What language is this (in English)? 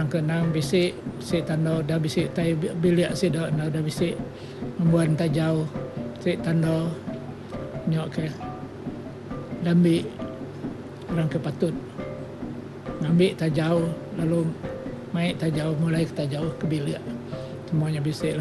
Iban